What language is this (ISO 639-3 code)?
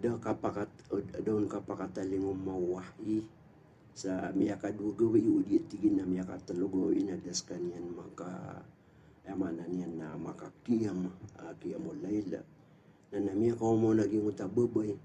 mrw